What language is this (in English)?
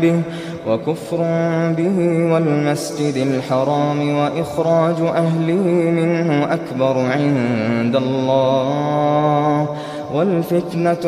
Arabic